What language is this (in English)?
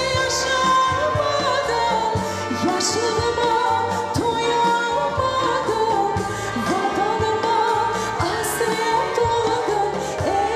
Crimean Tatar